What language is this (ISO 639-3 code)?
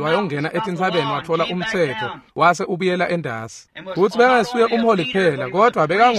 ssw